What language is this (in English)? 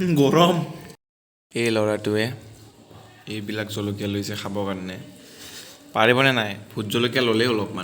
Assamese